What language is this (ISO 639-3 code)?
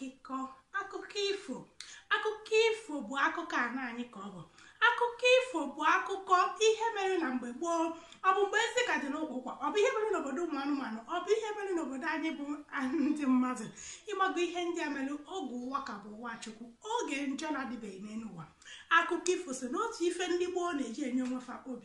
ibo